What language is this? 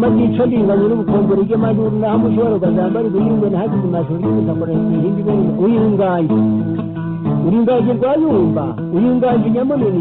Kinyarwanda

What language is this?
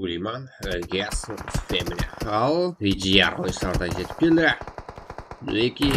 Kara-Kalpak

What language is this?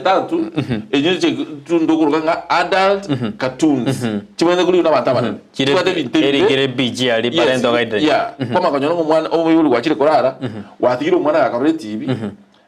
Gusii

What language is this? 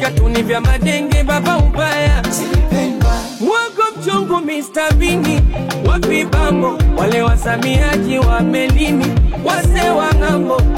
Swahili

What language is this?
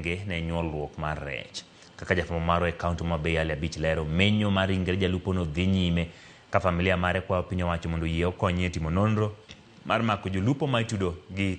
Luo (Kenya and Tanzania)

